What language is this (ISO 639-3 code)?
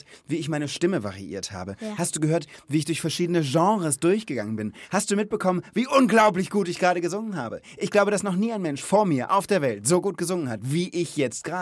deu